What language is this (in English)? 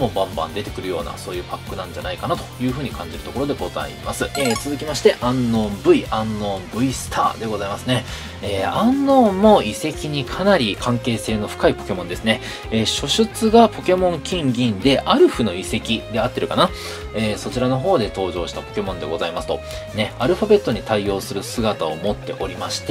Japanese